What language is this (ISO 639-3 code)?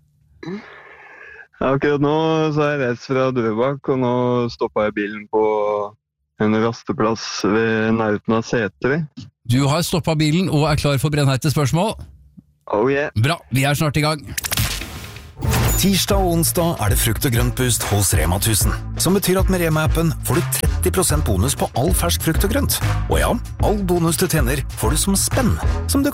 nor